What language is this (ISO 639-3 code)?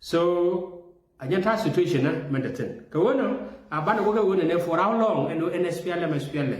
nus